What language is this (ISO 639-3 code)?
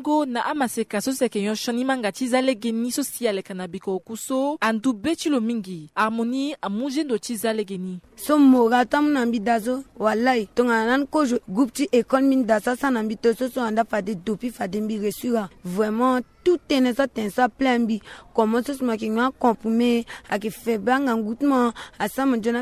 sag